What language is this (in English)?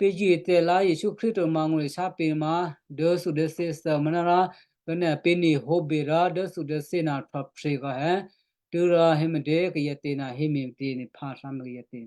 Western Kayah